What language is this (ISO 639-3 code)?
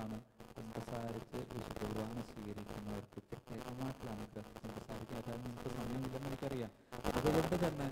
mal